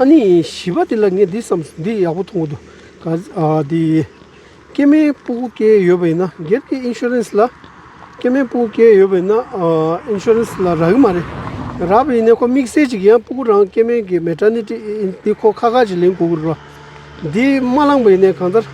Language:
Tibetan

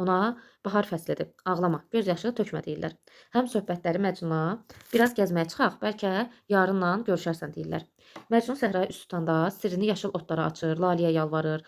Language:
Azerbaijani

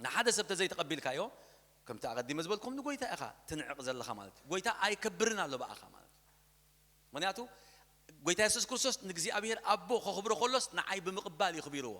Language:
Tigrinya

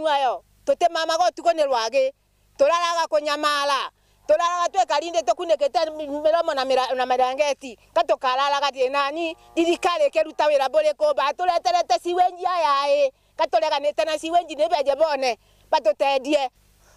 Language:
Meru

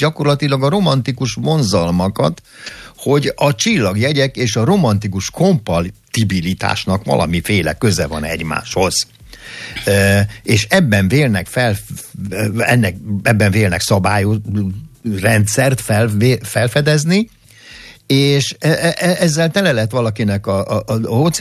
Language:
Hungarian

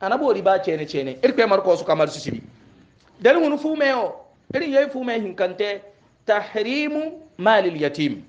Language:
Hausa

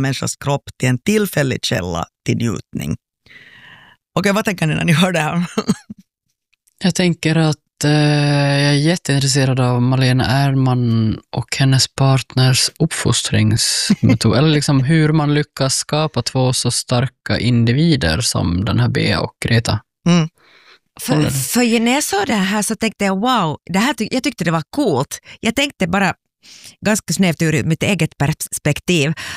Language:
Swedish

